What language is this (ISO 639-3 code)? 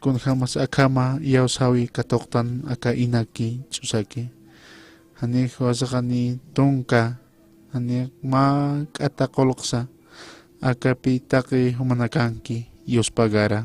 aym